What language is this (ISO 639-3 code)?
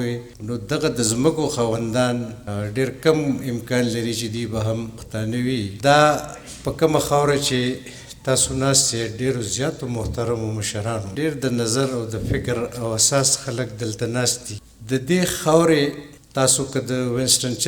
pus